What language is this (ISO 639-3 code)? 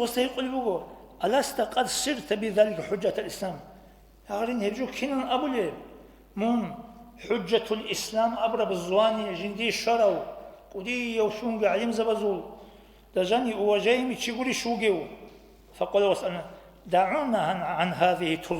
ava